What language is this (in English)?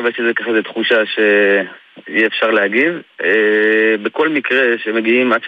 Hebrew